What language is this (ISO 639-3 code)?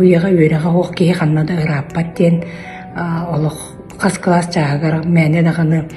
sah